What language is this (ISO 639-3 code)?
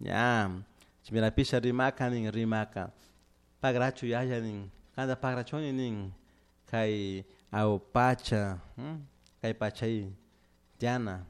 qug